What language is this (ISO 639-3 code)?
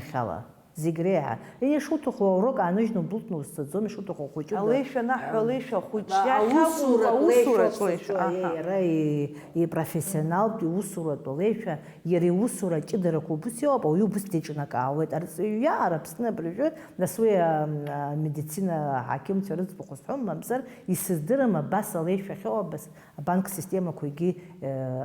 abk